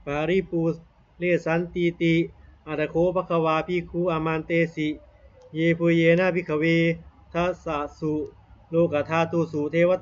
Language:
Pali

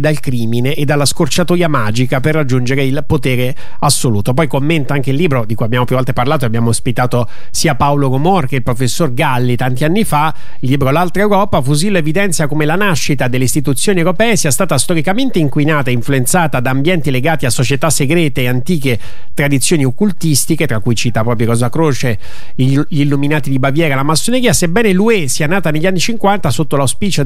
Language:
Italian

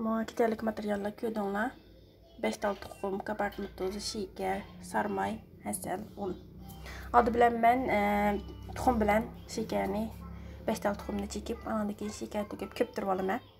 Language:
Uyghur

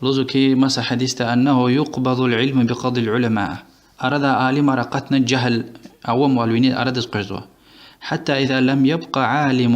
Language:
Lezghian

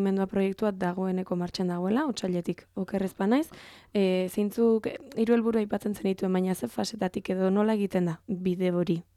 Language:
Basque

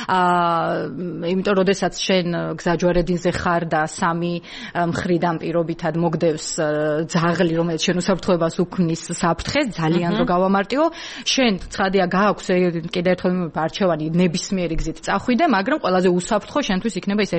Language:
Georgian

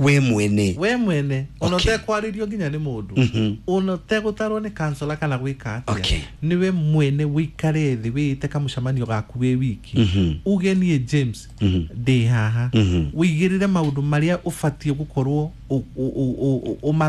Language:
Kikuyu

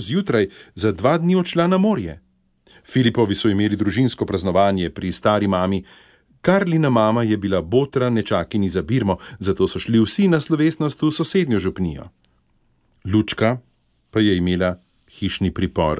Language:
Slovenian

